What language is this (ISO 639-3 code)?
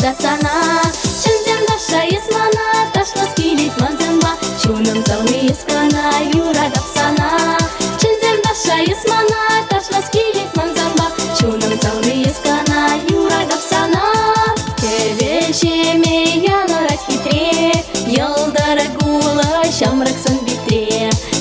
chv